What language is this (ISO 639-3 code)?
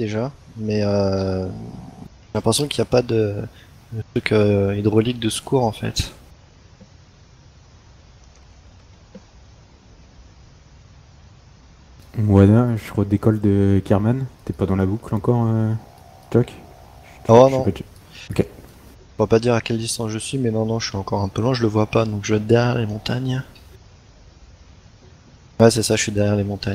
fra